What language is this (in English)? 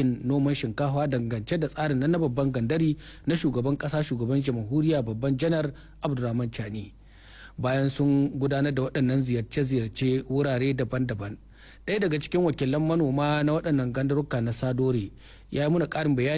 Hausa